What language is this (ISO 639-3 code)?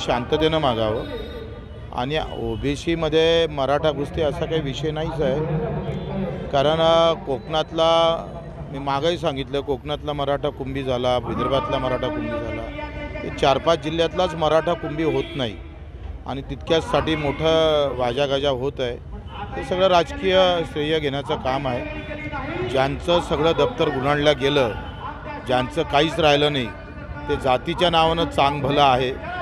mar